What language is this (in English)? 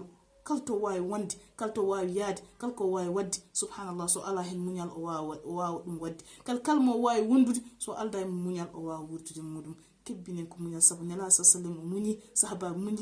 Fula